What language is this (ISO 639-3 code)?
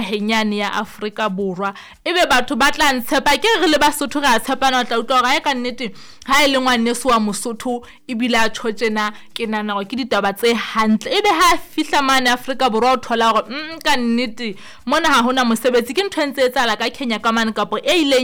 sot